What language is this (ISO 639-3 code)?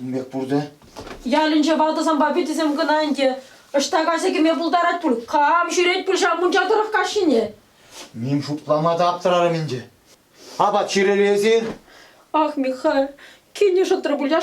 chv